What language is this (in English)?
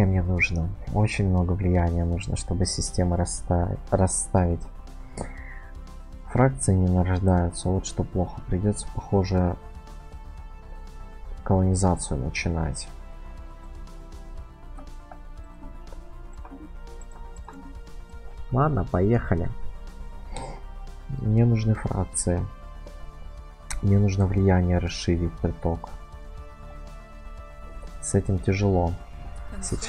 Russian